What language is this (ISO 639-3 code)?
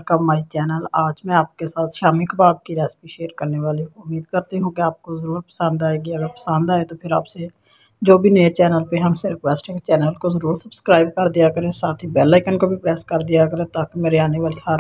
hin